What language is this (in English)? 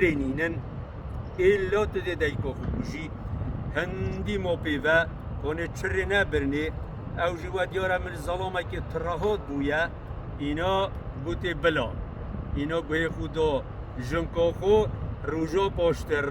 Kurdish